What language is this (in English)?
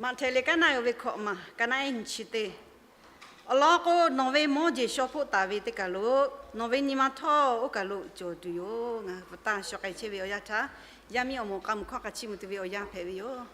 Lahu